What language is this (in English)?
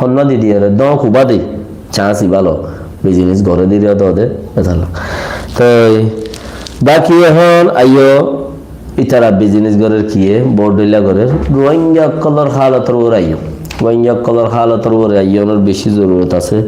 Rohingya